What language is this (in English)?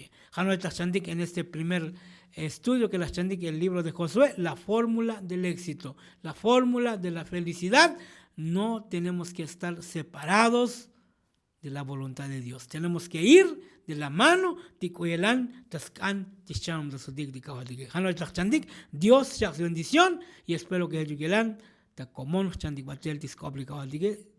Tzotzil